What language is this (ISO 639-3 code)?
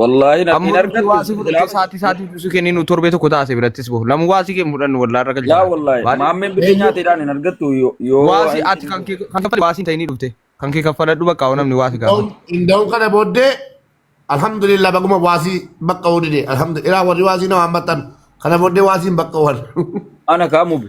orm